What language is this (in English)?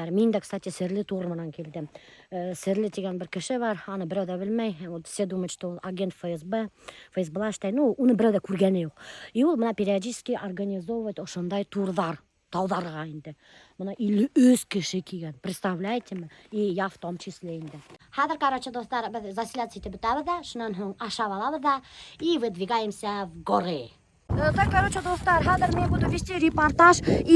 Bashkir